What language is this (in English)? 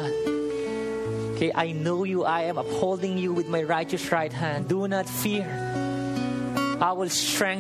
Filipino